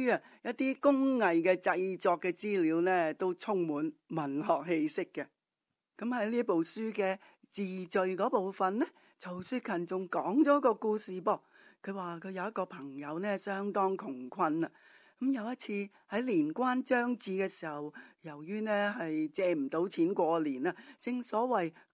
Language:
Cantonese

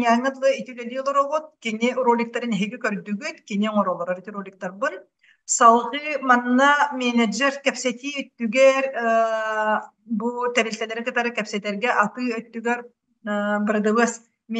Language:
Yakut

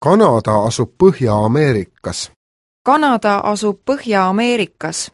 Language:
Estonian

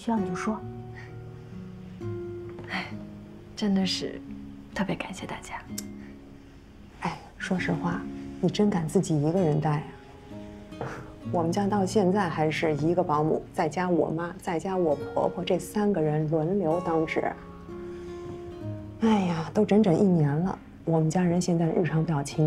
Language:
Chinese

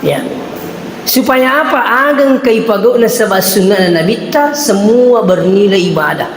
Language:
Buginese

